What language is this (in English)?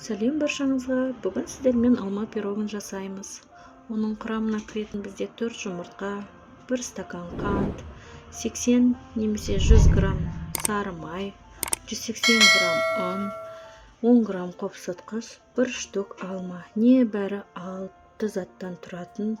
Kazakh